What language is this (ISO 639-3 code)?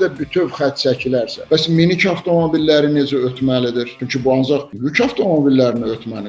aze